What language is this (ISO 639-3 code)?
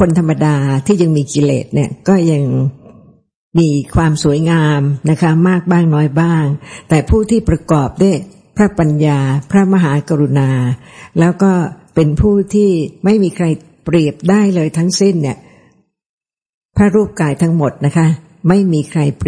tha